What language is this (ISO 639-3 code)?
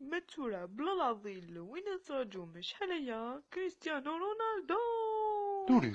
kab